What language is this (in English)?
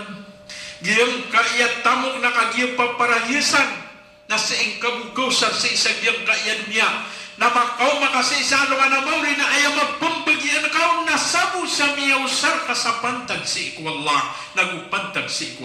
Maranao